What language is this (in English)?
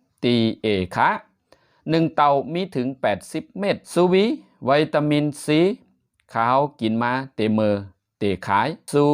Shan